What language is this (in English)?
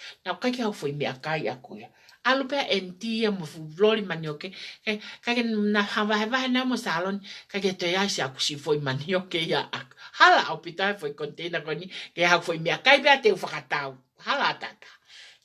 Tongan